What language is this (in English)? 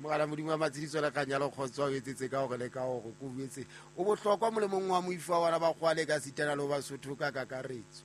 Southern Sotho